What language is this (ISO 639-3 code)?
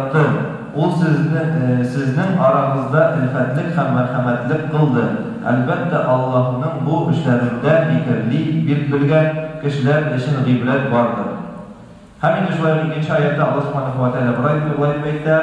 tat